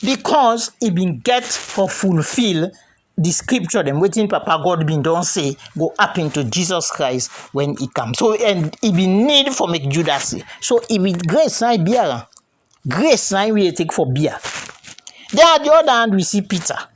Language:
Krio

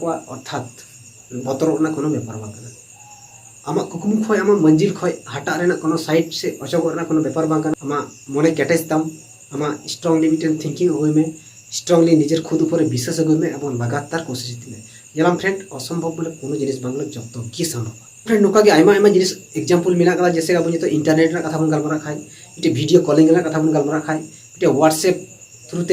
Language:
Santali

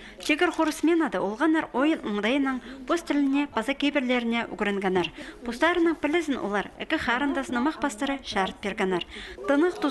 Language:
Khakas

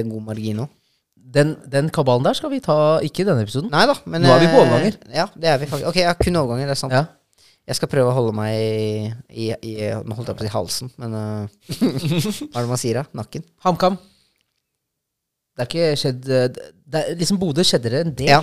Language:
Norwegian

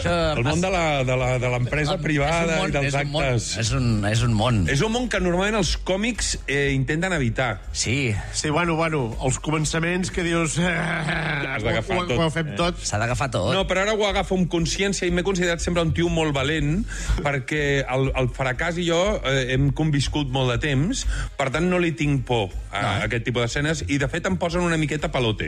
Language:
Catalan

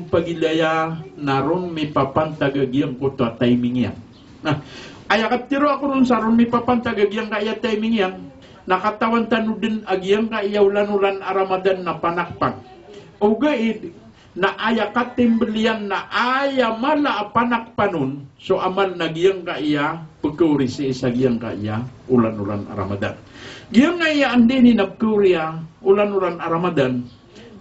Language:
Maranao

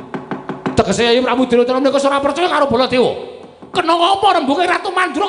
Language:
Javanese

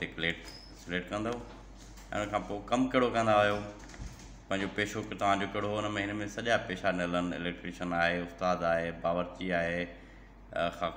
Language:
Sindhi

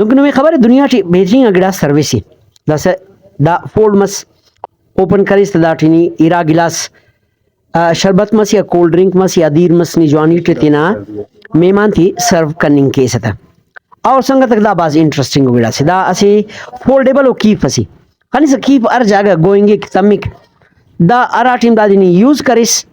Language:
Brahui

